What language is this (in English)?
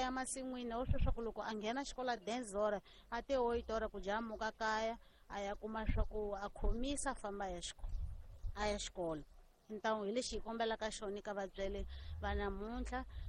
Tsonga